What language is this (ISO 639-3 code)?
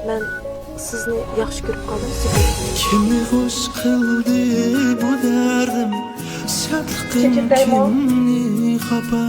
uig